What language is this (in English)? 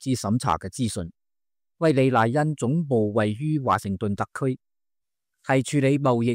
Cantonese